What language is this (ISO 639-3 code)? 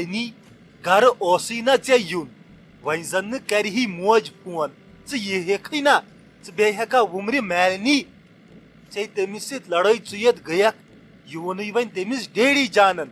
kas